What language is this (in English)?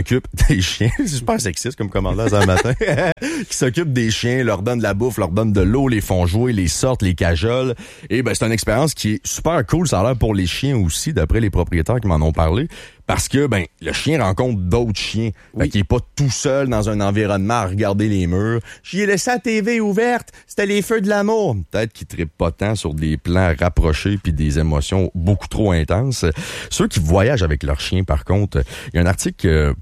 French